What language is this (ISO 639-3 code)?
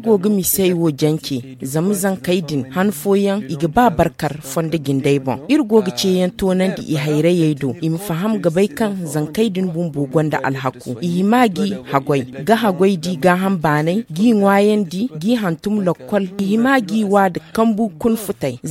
dje